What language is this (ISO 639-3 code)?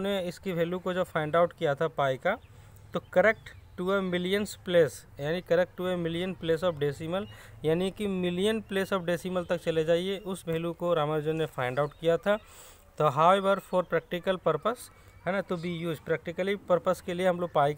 hin